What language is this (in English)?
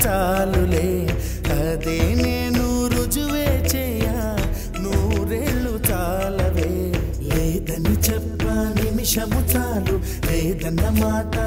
Telugu